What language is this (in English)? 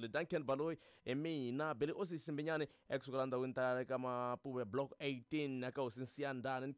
Tsonga